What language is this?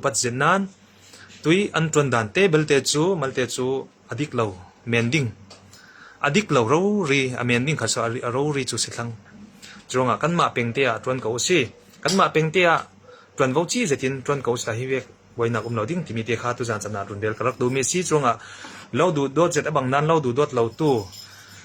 Hakha Chin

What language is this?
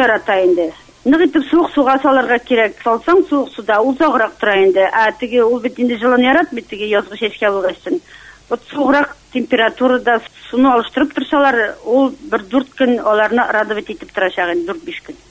Bashkir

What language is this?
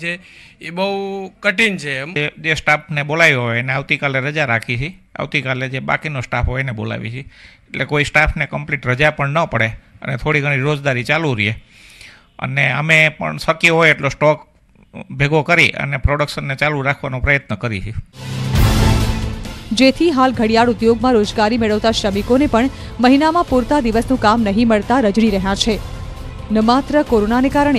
Gujarati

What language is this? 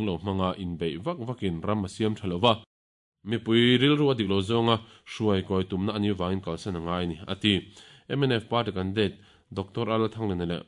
Mizo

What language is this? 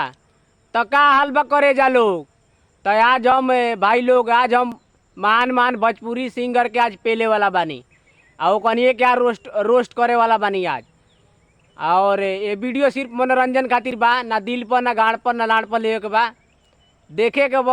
Bhojpuri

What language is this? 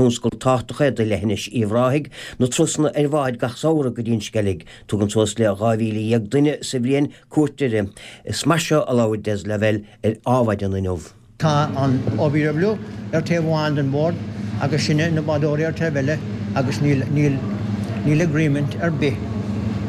Irish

